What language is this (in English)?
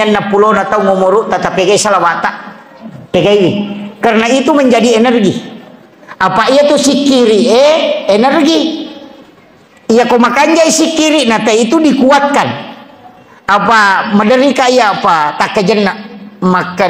Buginese